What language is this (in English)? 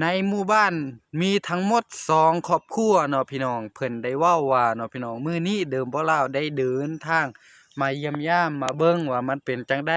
Lao